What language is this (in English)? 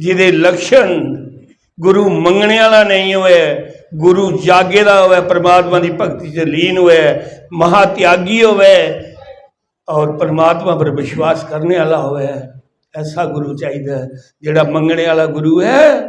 Dogri